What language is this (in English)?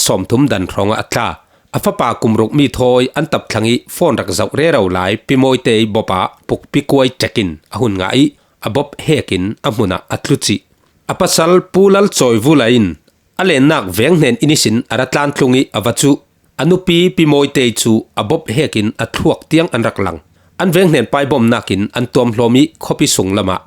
Falam Chin